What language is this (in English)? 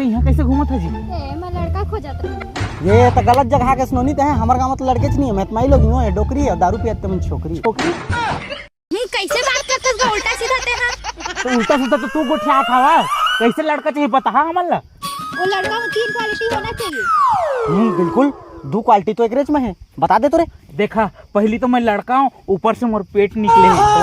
Chhattisgarhi